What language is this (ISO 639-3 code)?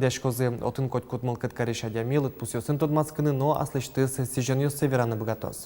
udm